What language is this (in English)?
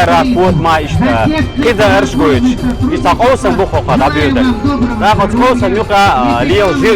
Chechen